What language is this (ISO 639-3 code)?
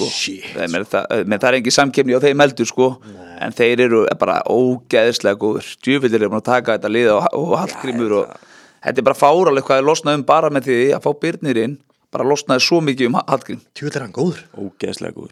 isl